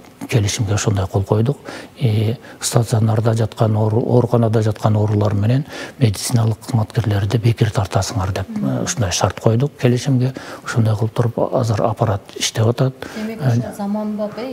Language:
Kyrgyz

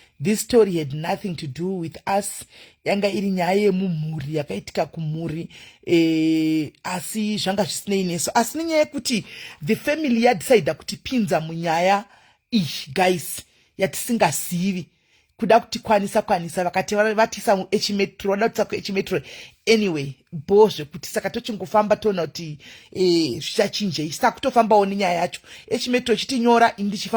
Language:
Shona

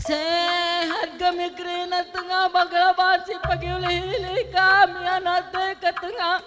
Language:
Batak Karo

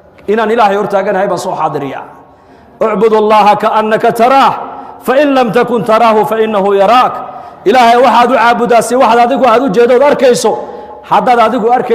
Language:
Somali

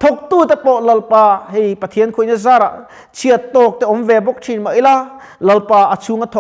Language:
Mizo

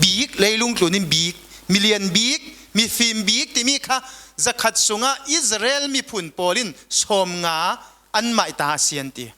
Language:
Falam Chin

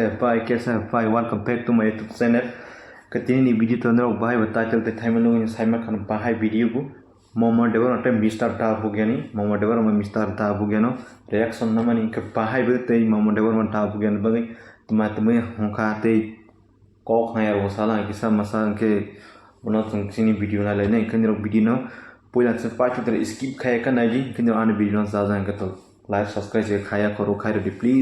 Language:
Kok Borok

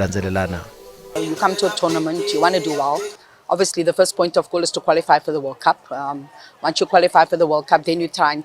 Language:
Tsonga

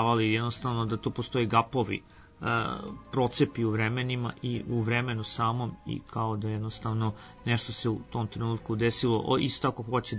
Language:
Serbian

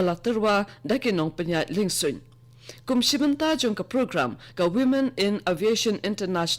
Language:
Khasi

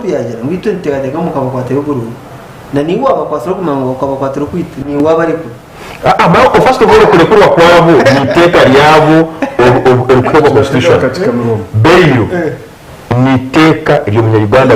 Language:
Nyankole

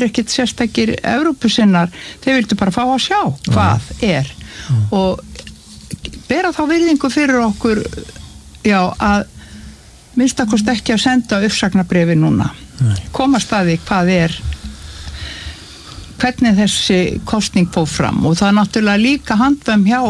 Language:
Icelandic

